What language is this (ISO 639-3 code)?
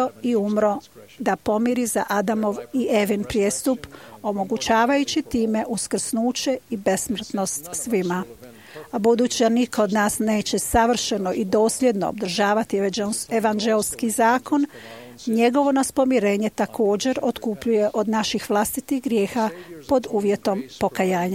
hrv